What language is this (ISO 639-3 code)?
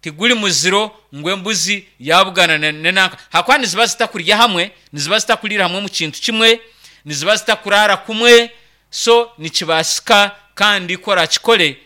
nyn